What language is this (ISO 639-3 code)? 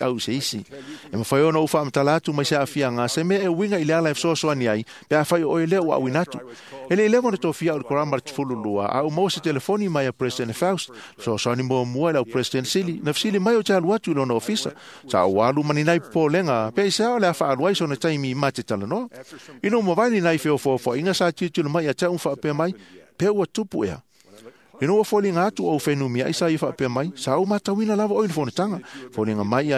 smo